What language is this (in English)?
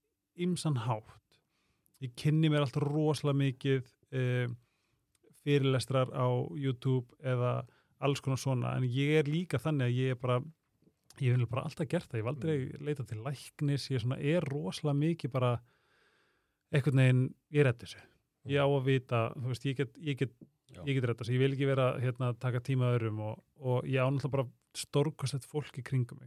Icelandic